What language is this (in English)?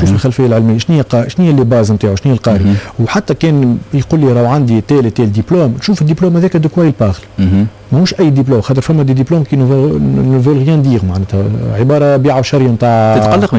Tunisian Arabic